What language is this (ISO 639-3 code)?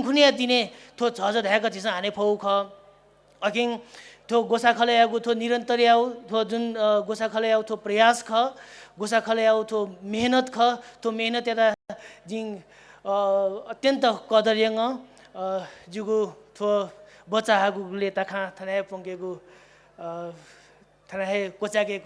new